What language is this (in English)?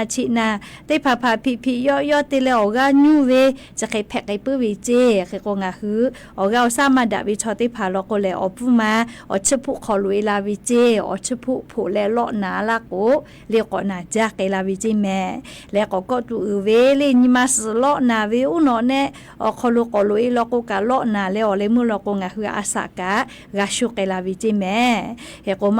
Lahu